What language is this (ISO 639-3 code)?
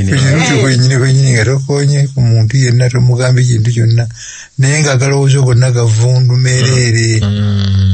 lug